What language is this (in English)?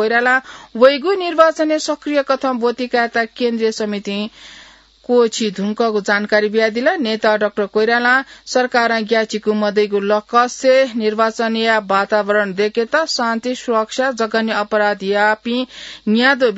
Newari